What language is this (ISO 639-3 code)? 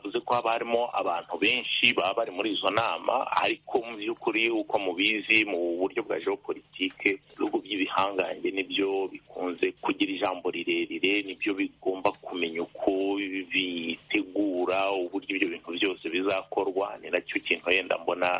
kin